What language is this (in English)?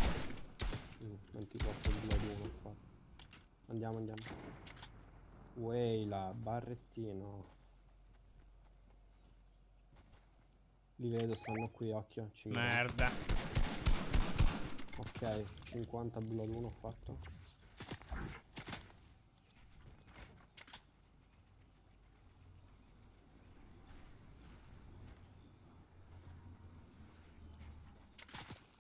Italian